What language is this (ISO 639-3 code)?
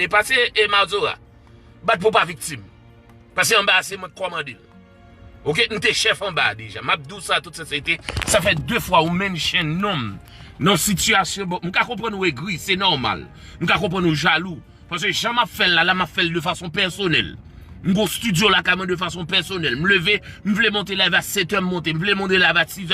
hat